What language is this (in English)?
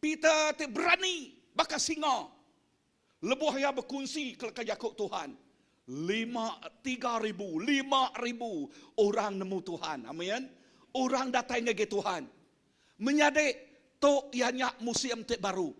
Iban